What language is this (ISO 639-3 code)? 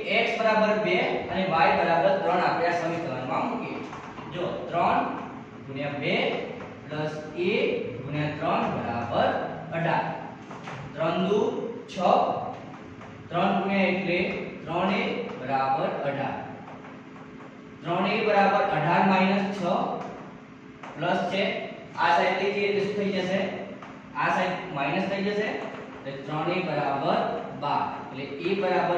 guj